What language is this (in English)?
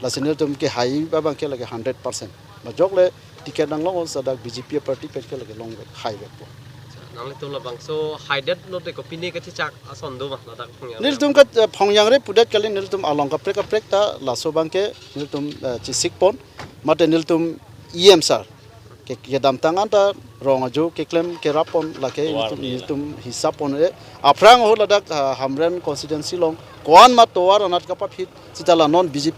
Karbi